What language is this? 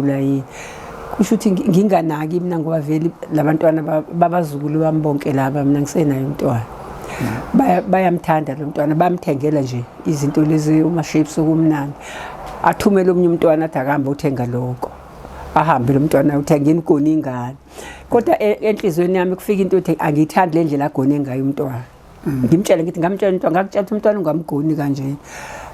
Zulu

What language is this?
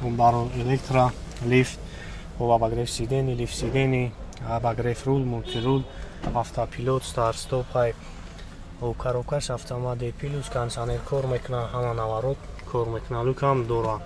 Tajik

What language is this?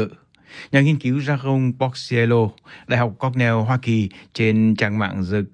Vietnamese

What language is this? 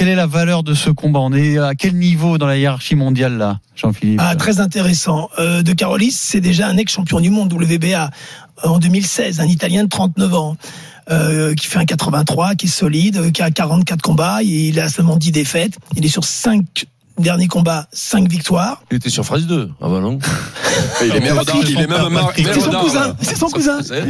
French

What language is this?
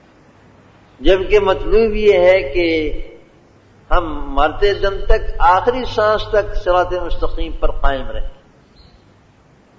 Urdu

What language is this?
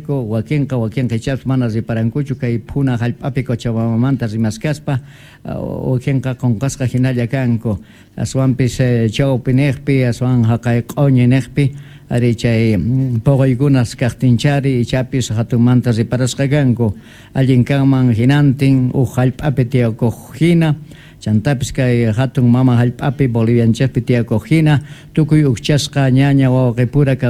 Quechua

